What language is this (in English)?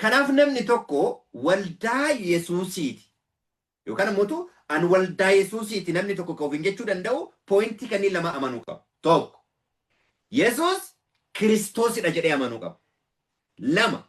Oromo